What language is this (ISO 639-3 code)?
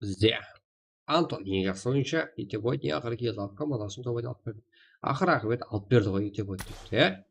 kaa